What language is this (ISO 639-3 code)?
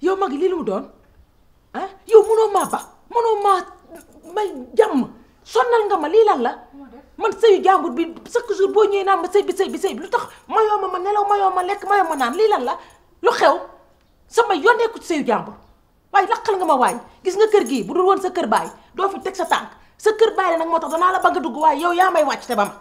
wol